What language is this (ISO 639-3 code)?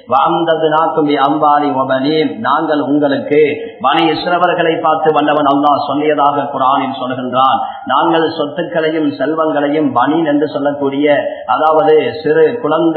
tam